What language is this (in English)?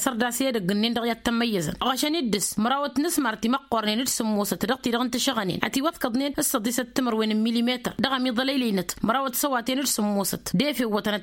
Tamasheq